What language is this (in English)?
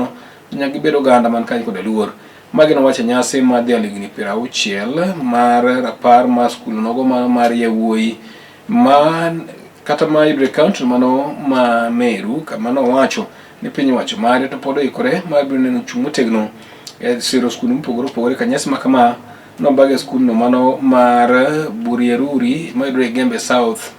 Luo (Kenya and Tanzania)